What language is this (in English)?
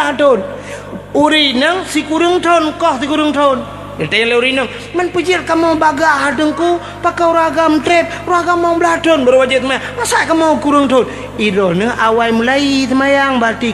Achinese